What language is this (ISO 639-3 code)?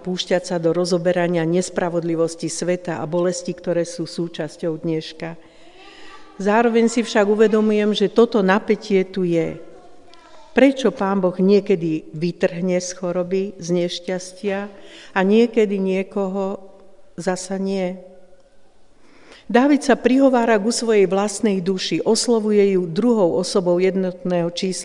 slk